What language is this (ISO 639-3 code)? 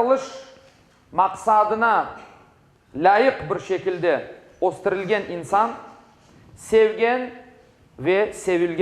crh